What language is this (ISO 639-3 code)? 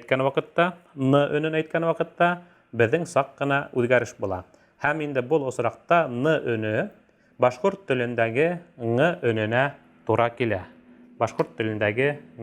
bak